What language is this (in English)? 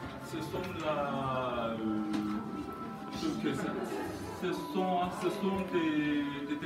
French